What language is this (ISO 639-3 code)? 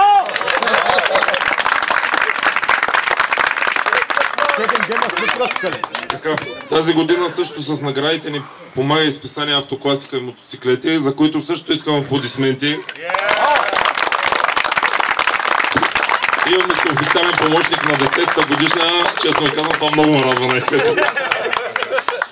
bul